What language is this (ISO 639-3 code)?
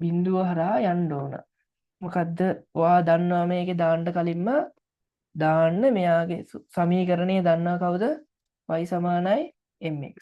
sin